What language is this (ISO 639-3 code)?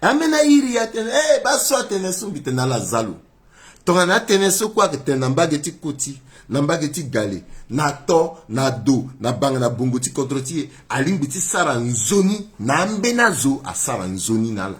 sag